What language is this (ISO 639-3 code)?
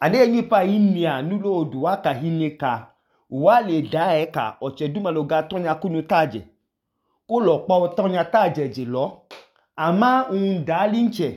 idu